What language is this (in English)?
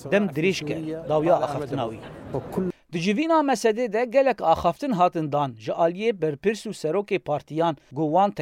Kurdish